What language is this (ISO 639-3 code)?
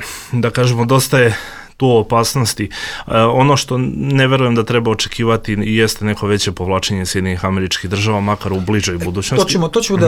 bos